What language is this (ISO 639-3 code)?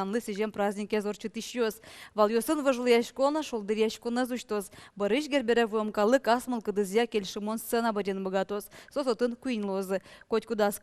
udm